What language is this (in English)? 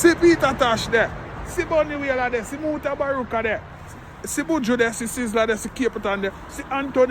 Jamaican Creole English